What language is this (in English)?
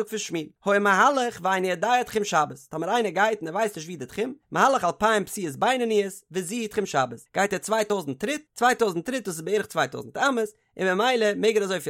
Yiddish